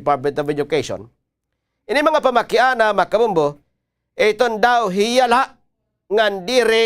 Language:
Waray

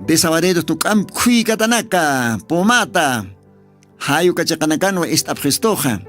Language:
Aymara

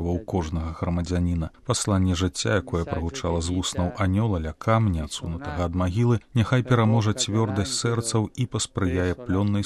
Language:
Belarusian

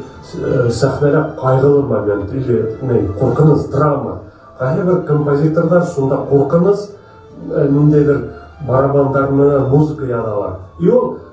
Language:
Bashkir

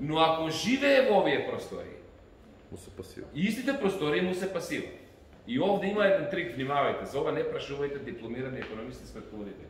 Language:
Macedonian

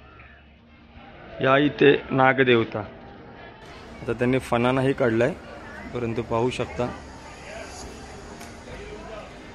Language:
Marathi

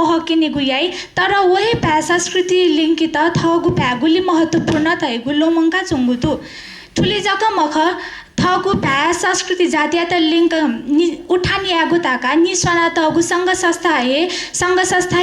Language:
Newari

